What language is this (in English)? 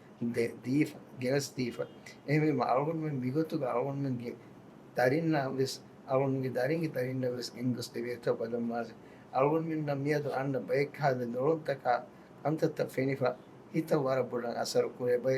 Divehi